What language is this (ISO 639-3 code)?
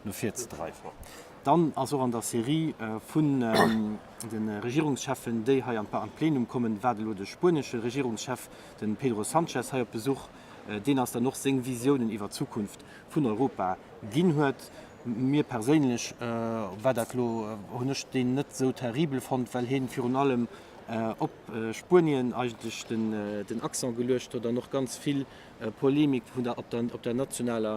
ltz